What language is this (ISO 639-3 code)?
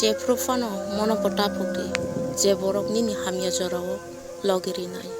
trp